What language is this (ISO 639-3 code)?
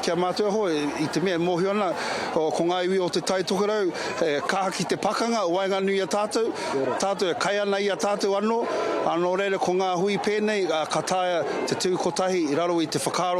mri